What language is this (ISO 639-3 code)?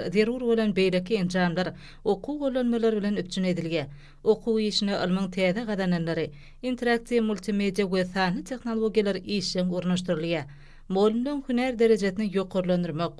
tuk